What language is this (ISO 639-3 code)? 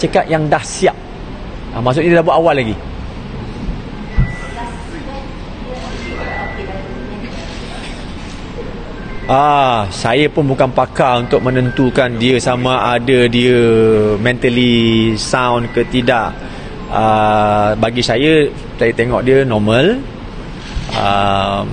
msa